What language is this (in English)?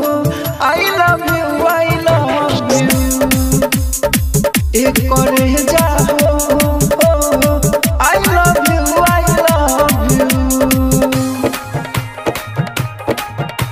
Bhojpuri